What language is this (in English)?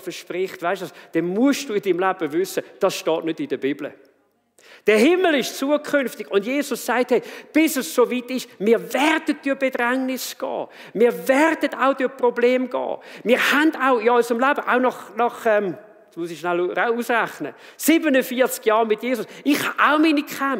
Swiss German